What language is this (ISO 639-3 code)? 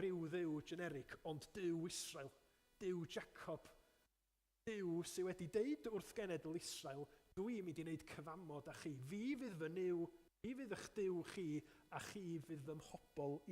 cym